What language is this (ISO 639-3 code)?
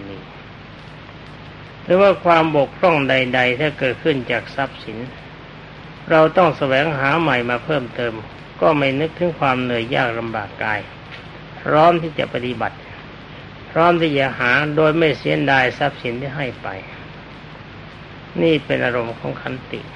tha